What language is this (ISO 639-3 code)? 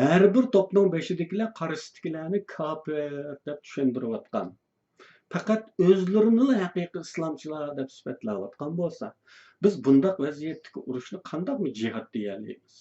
uig